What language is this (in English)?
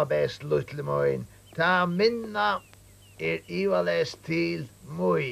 Faroese